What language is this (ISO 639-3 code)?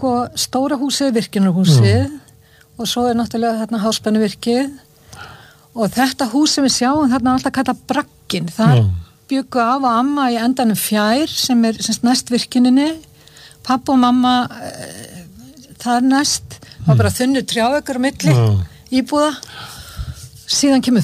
isl